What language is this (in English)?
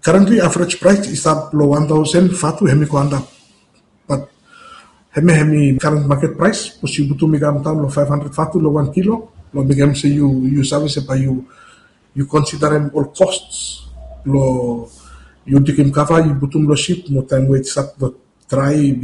Bislama